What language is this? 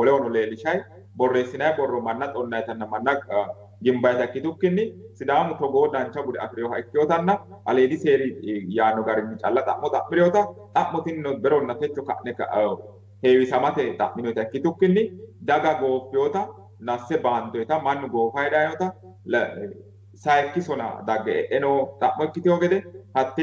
Sidamo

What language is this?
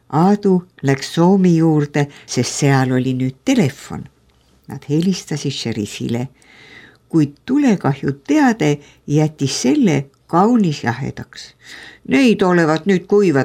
Estonian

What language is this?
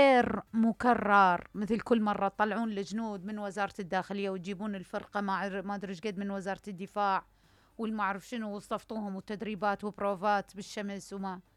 Mesopotamian Arabic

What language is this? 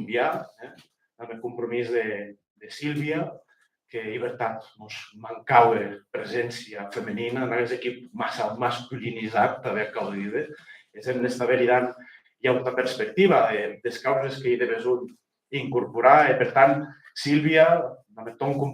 Occitan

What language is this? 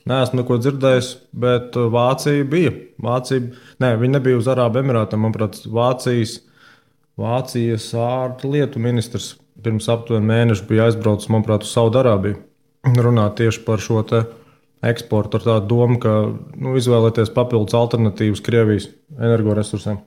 Latvian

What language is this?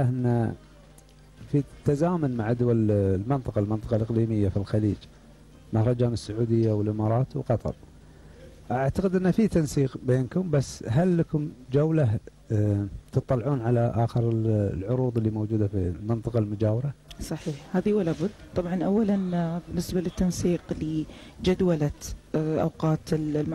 Gulf Arabic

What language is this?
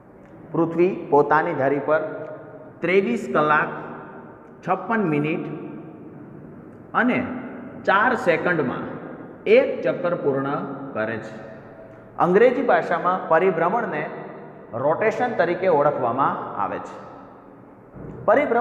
Gujarati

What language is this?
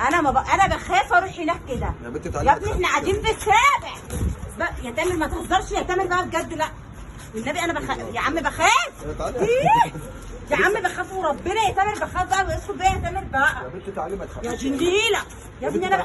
Egyptian Arabic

